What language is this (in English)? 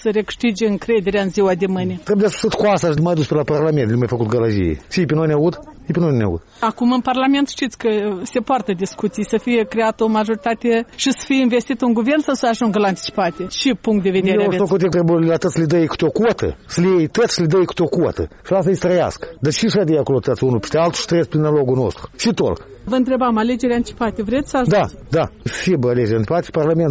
Romanian